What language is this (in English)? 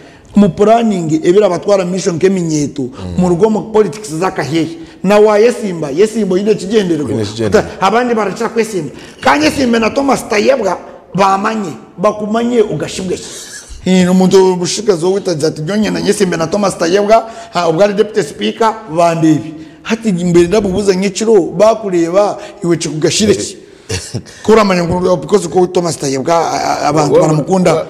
Nyankole